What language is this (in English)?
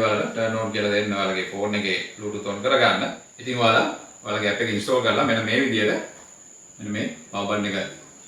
Sinhala